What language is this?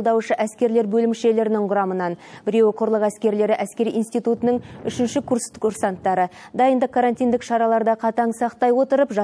Kazakh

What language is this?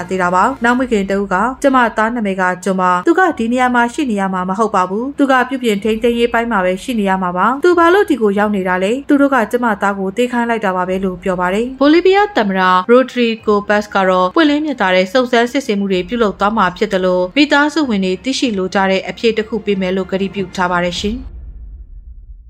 Burmese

